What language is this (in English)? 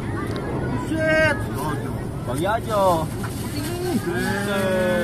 Betawi